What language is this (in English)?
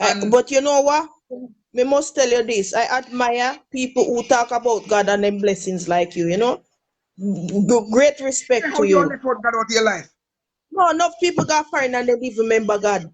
Jamaican Creole English